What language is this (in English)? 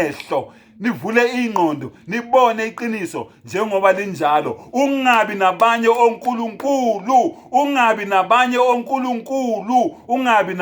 Zulu